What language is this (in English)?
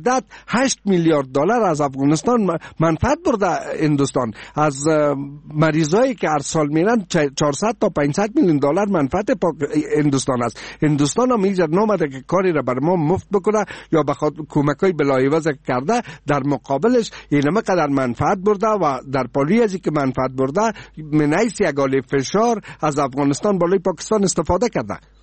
Persian